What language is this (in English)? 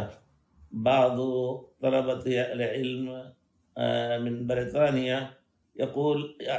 Arabic